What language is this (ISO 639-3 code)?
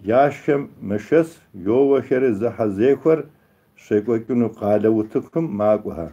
kbd